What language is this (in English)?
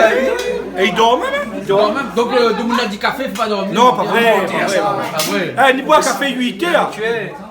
Réunion Creole French